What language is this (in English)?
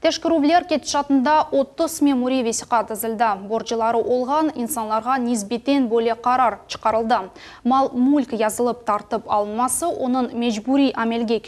Crimean Tatar